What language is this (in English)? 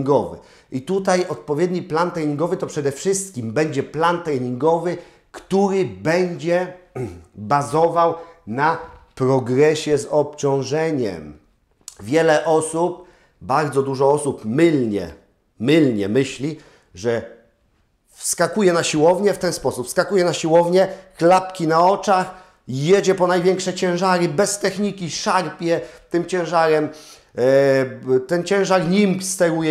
Polish